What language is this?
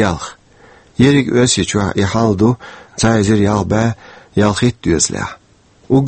Chechen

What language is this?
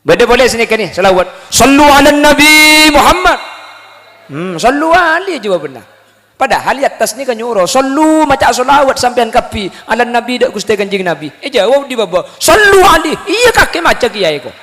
Madurese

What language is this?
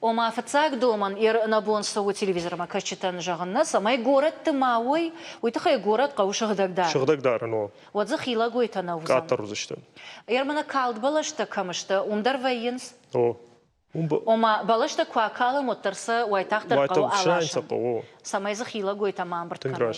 Ossetic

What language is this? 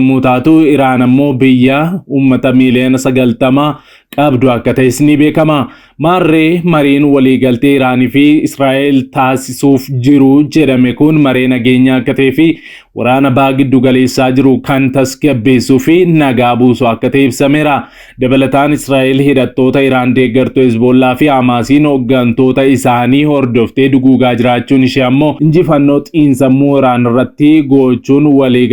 Oromo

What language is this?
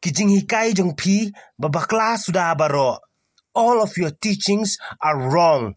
Khasi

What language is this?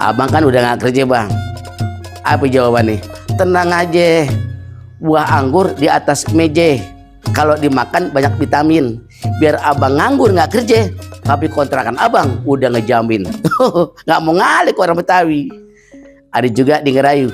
Betawi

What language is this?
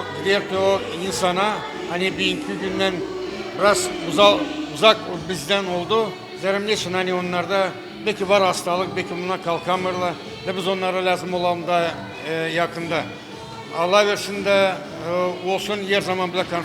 Gagauz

